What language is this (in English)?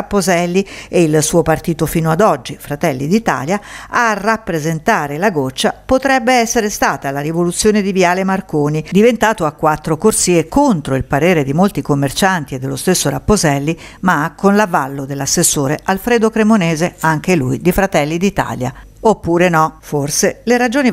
Italian